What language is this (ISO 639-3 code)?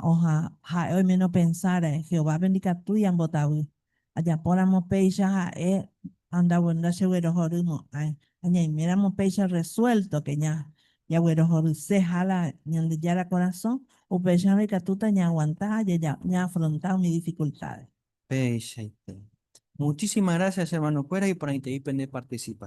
grn